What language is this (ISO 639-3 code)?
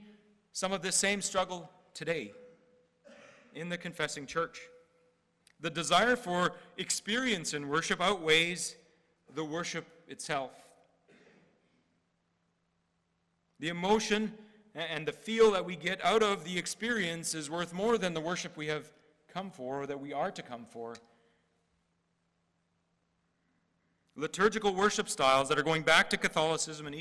eng